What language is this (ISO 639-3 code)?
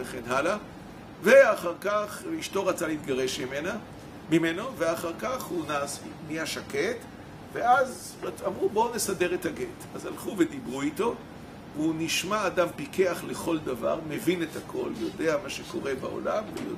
heb